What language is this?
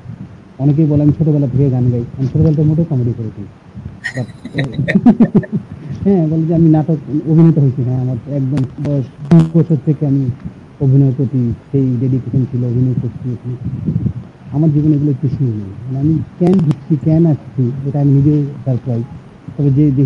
Bangla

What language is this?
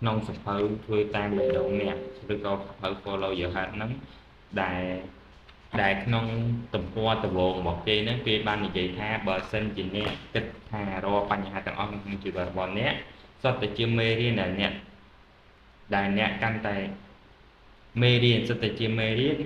Khmer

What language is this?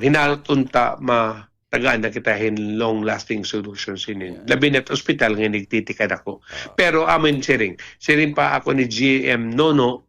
Waray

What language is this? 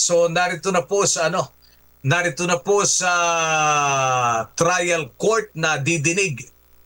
Filipino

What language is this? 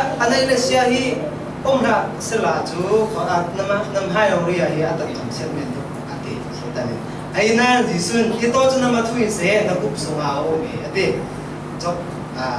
Falam Chin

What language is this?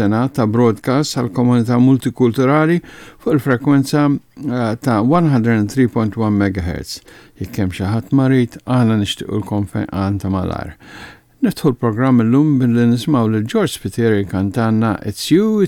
Maltese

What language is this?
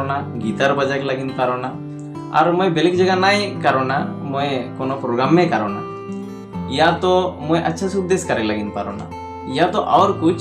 Sadri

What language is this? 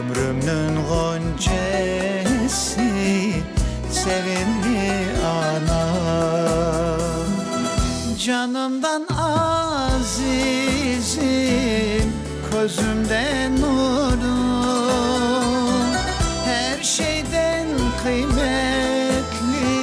Crimean Tatar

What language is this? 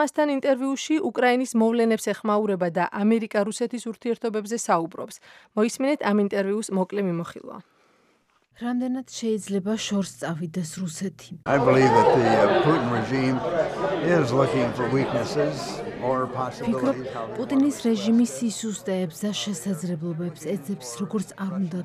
Georgian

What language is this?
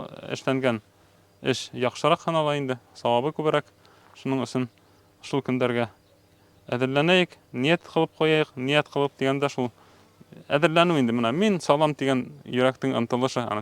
Bashkir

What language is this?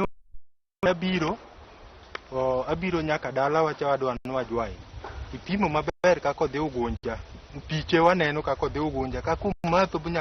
Luo (Kenya and Tanzania)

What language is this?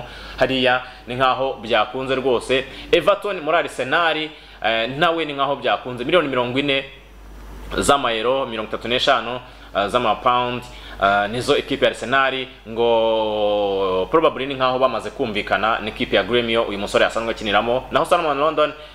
Kinyarwanda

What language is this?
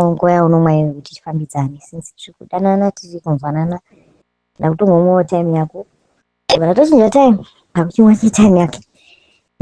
Shona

